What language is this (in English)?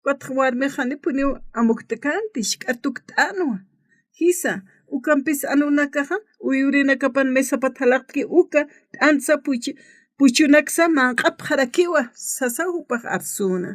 Aymara